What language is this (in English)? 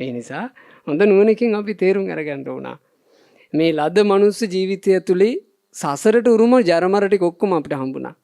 Sinhala